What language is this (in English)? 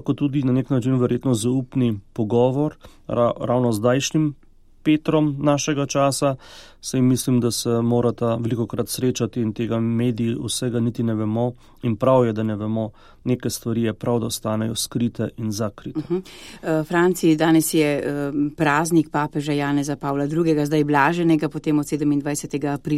Slovenian